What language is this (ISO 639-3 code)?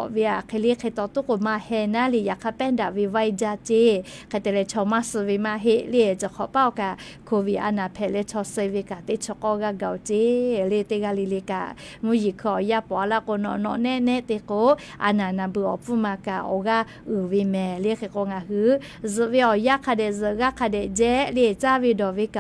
lhu